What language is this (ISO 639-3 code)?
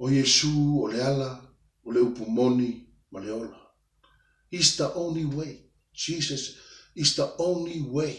smo